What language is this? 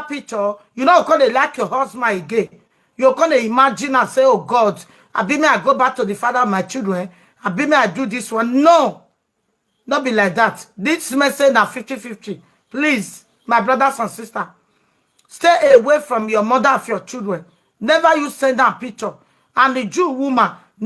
Nigerian Pidgin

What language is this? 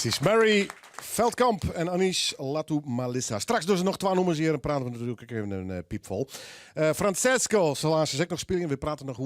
Western Frisian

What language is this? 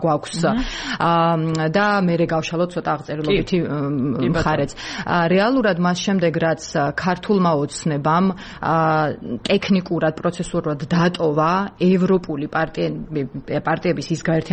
Georgian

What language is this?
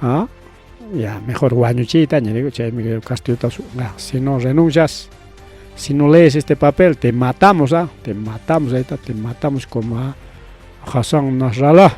Ayacucho Quechua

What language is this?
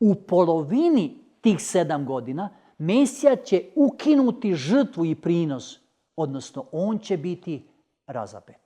Macedonian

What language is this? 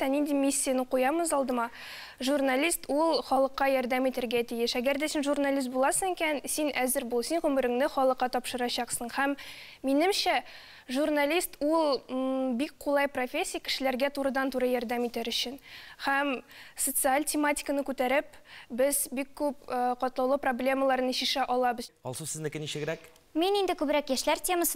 Tatar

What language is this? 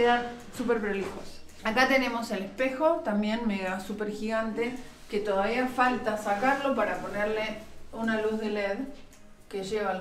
Spanish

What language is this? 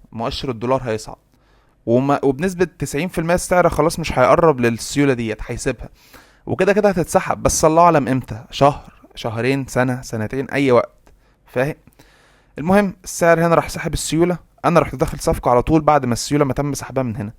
Egyptian Arabic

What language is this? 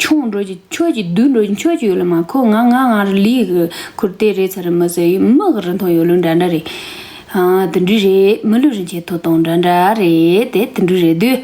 Tibetan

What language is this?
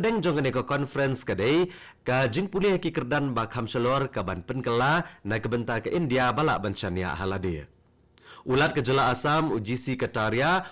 Khasi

